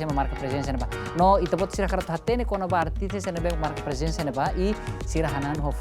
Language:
Tetum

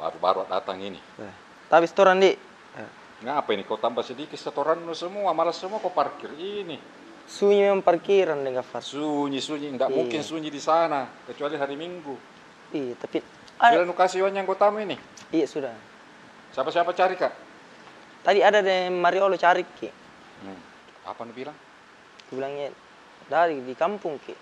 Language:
Makassar Malay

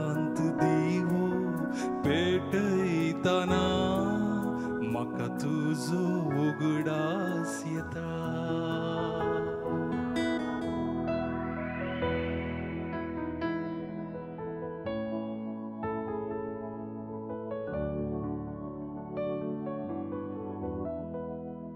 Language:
Konkani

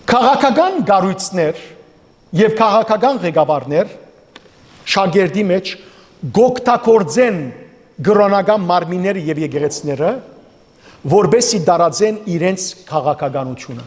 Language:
Western Armenian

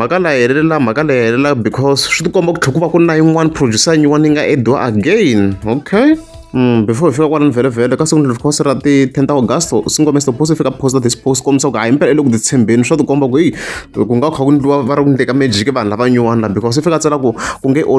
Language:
Tsonga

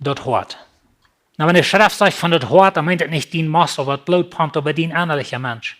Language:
Plautdietsch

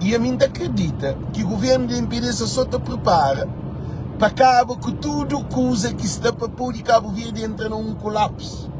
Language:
Kabuverdianu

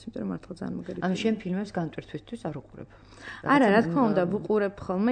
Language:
Georgian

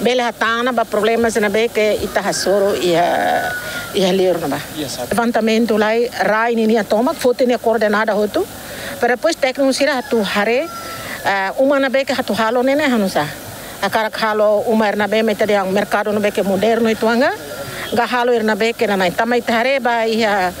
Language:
Tetum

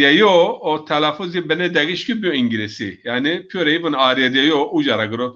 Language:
Zaza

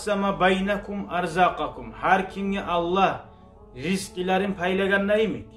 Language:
Kumyk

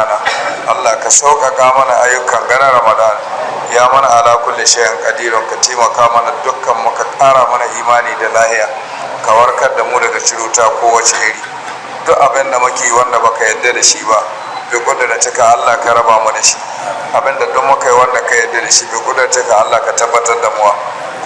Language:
Hausa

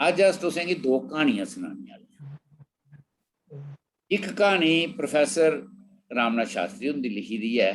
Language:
Dogri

